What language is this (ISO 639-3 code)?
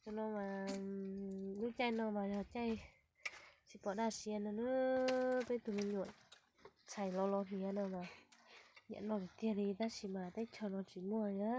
hmn